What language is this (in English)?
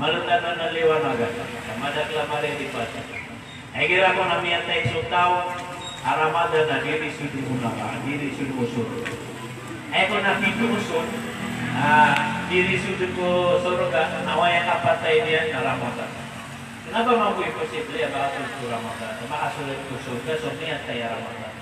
Maranao